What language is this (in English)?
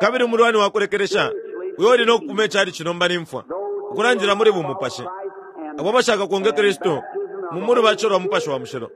Bemba